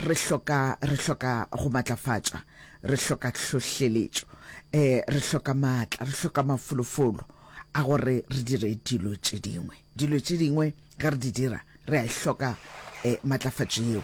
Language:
Northern Sotho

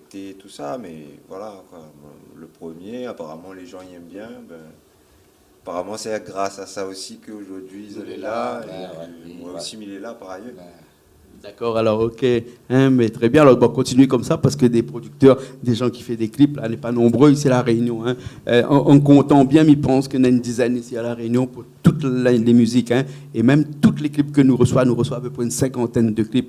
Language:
Réunion Creole French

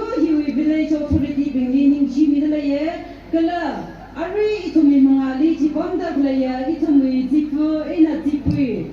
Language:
Tangkhul Naga (India)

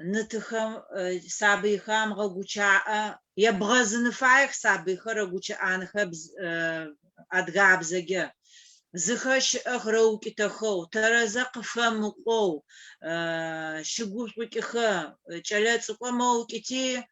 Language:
Adyghe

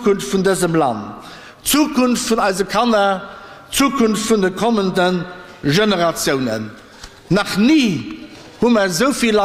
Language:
Luxembourgish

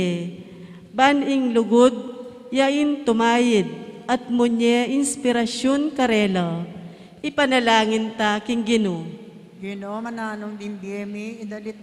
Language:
Pampanga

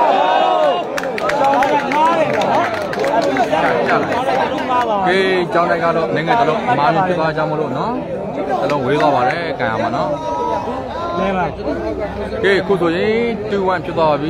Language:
Burmese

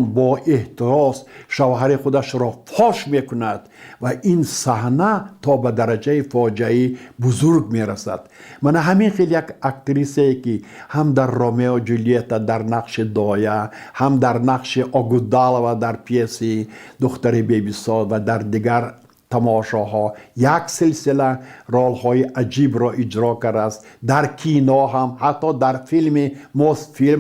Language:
Tajik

